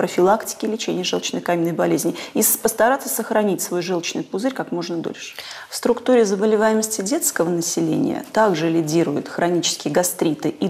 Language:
Russian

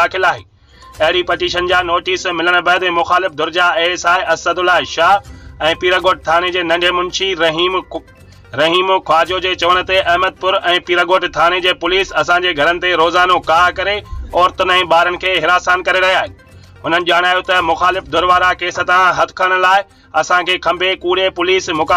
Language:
Sindhi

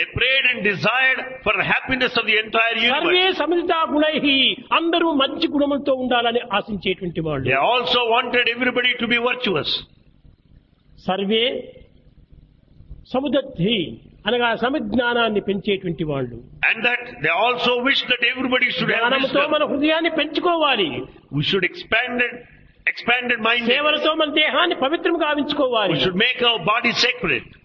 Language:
Telugu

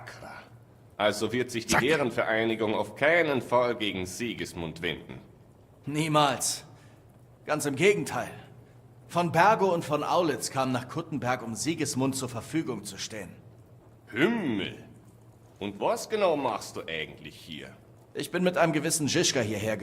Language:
Bavarian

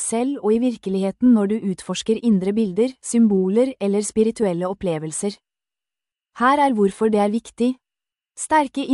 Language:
Norwegian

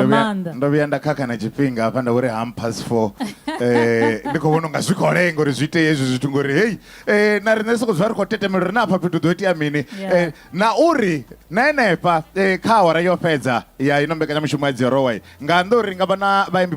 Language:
Venda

